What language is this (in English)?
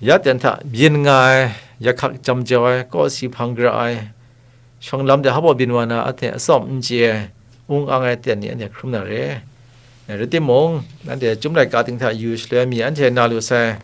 Kachin